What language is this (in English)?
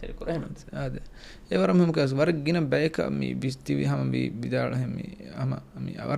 Divehi